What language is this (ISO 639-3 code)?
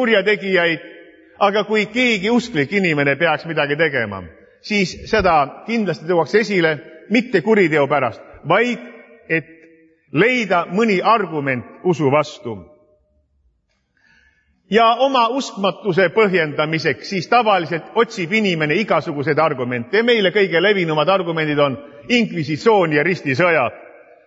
est